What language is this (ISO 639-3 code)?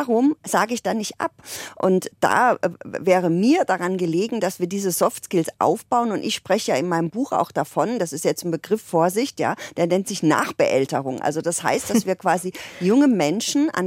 deu